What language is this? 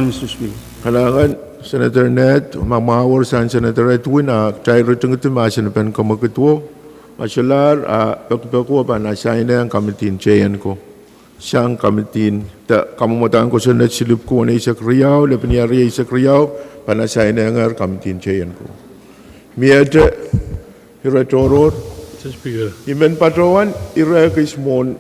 Pohnpeian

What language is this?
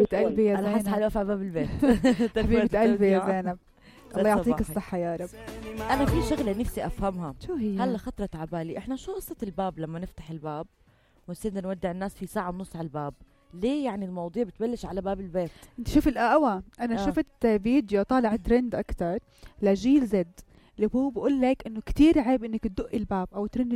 North Levantine Arabic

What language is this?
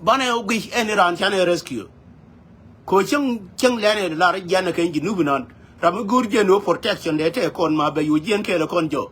Nuer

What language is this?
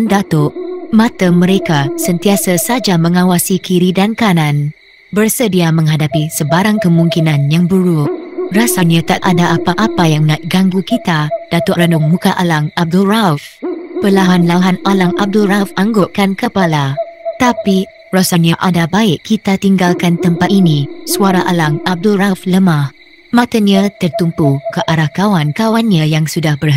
Malay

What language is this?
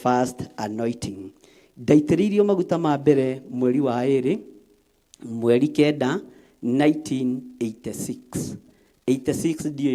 Kikuyu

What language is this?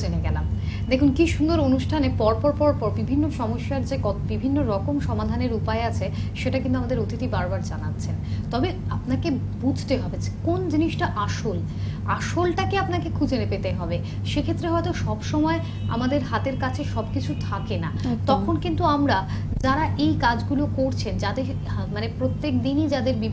Bangla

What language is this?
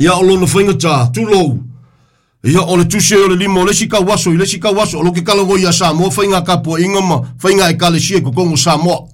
Samoan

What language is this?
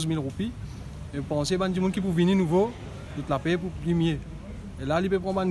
Morisyen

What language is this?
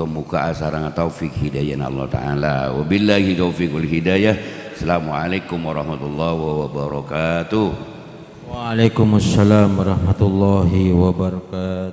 Madurese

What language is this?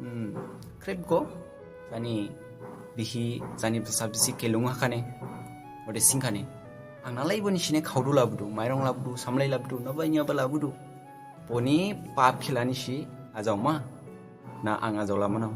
Dimasa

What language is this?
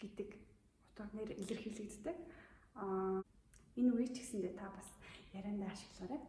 Mongolian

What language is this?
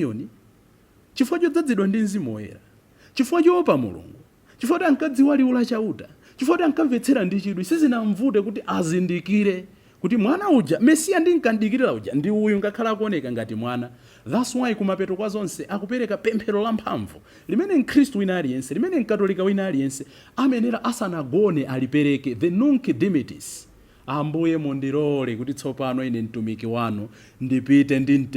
Nyanja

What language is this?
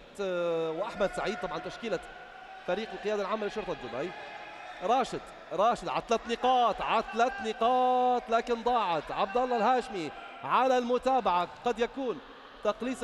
Arabic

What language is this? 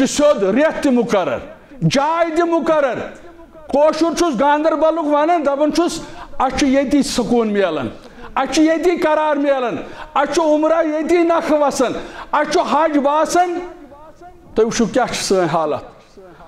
Kashmiri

